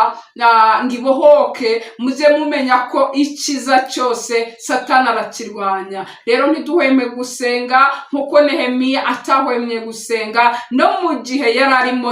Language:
Kinyarwanda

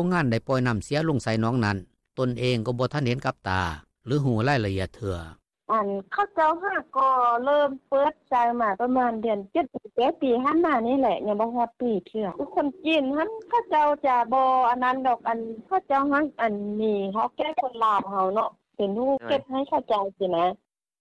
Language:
Lao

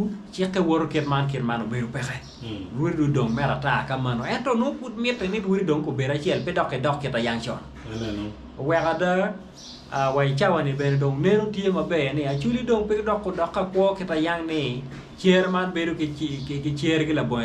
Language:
Acoli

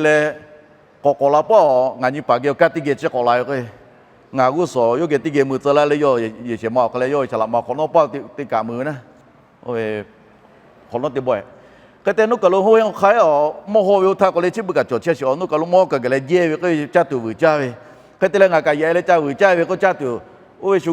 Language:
Lahu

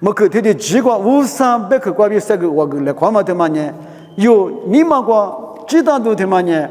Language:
Lisu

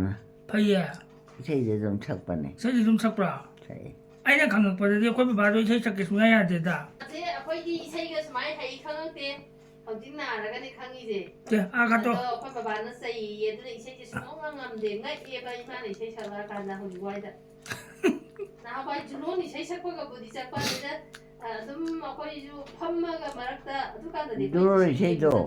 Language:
Manipuri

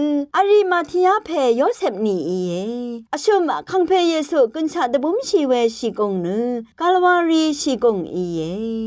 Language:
Rawang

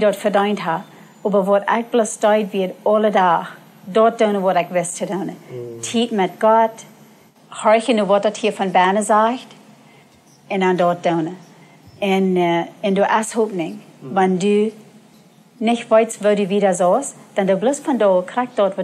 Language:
Plautdietsch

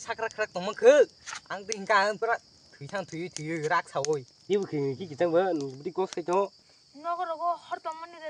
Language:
Kok Borok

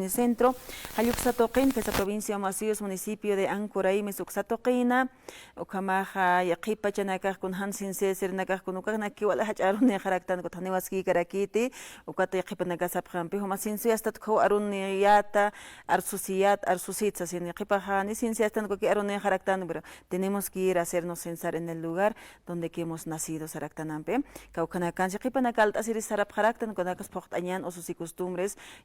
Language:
Aymara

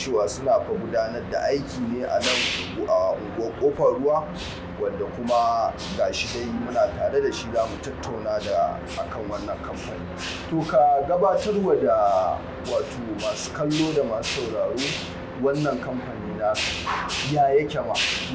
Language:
Hausa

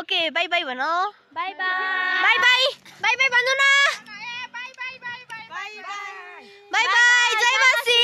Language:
Nepali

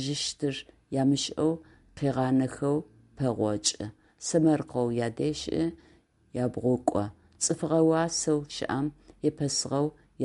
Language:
Adyghe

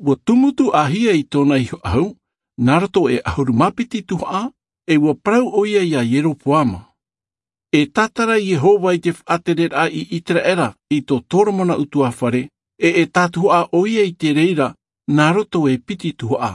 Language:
Tahitian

